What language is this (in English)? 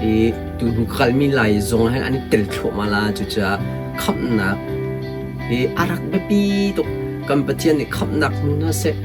Hakha Chin